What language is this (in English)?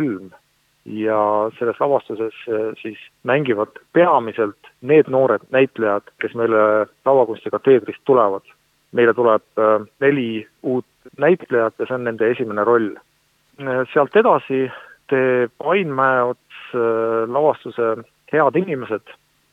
Estonian